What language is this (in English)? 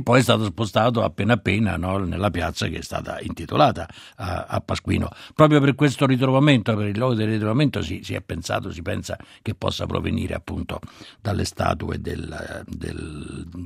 Italian